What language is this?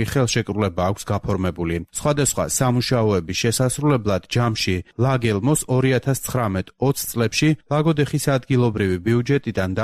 Georgian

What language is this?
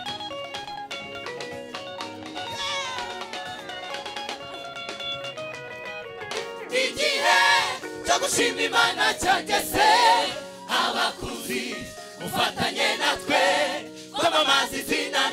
Kinyarwanda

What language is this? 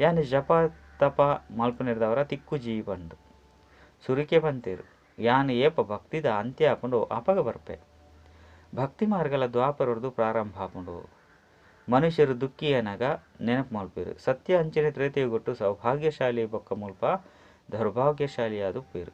Tulu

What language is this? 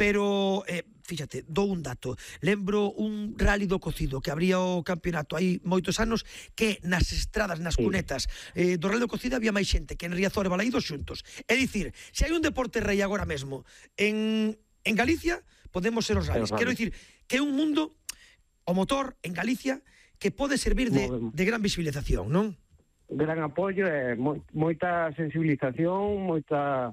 Galician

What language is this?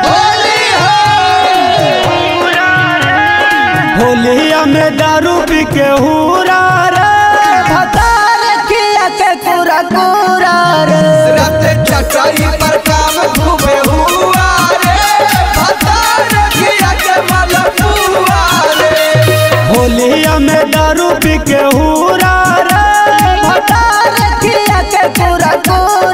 Bhojpuri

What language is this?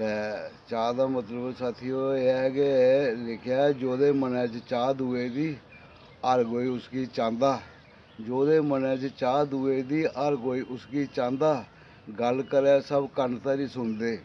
Dogri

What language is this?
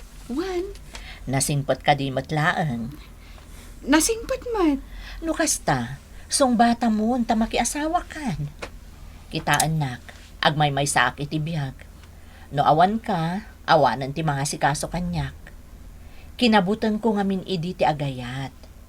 Iloko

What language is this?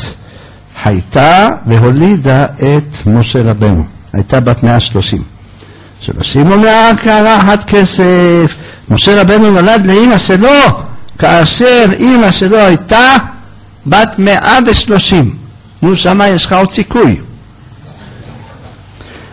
Hebrew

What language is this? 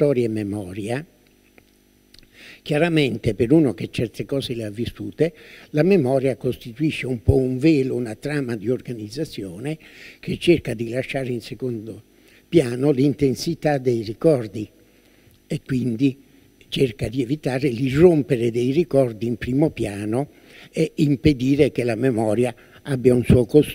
Italian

